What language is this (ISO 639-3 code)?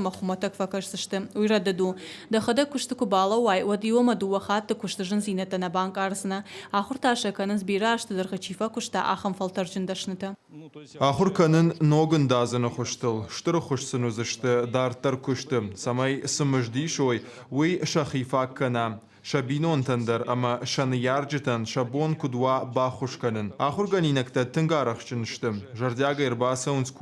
oss